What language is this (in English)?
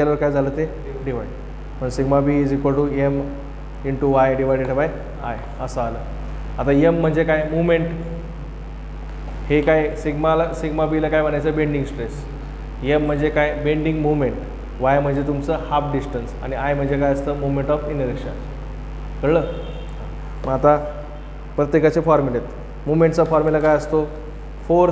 Marathi